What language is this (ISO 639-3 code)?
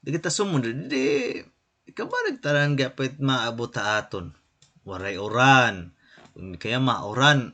war